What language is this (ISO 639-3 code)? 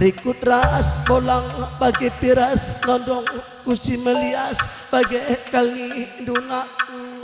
btx